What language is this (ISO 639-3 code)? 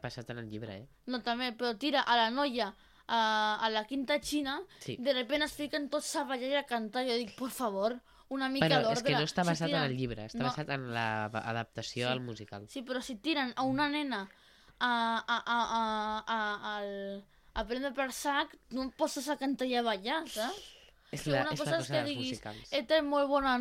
cat